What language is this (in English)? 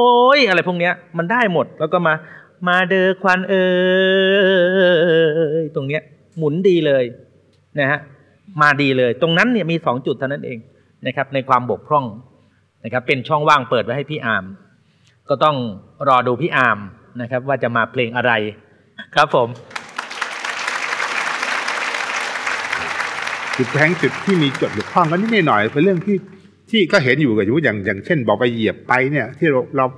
Thai